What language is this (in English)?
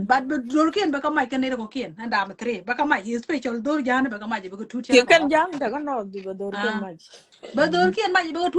Nuer